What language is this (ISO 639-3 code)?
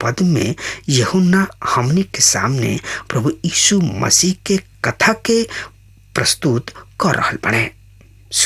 bho